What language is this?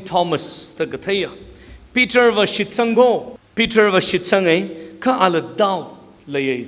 Tangkhul Naga (India)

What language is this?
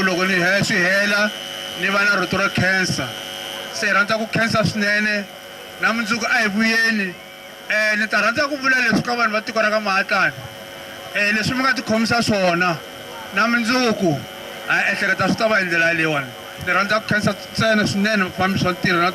Tsonga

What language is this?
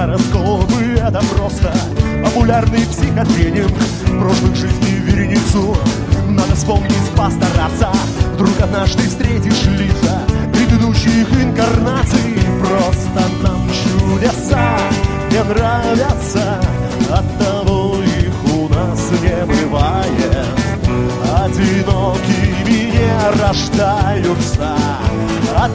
Russian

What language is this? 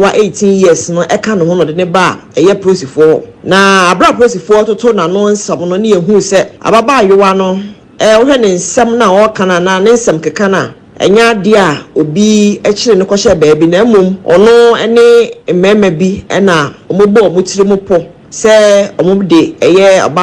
Akan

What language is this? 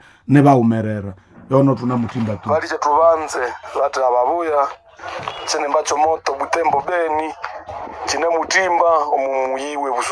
Nande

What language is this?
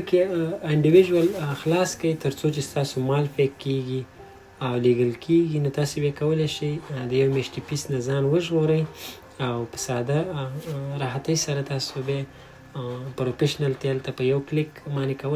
Pashto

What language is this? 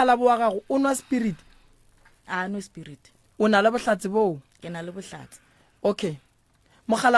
Northern Sotho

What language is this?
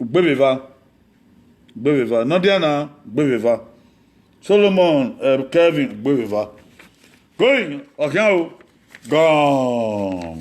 Bini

